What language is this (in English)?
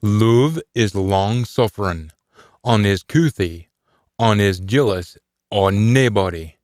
Scots